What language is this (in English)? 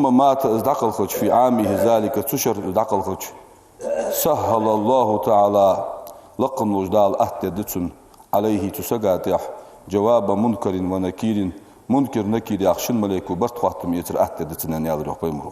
Ingush